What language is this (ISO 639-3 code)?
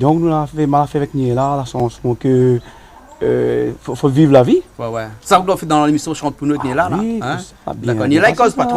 rcf